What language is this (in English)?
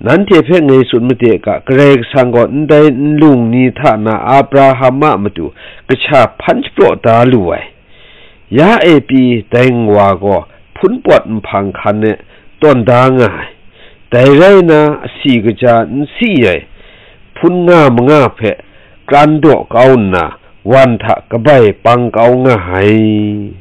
Kachin